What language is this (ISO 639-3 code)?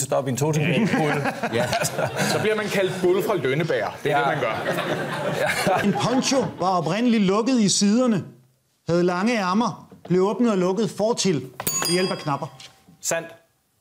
dan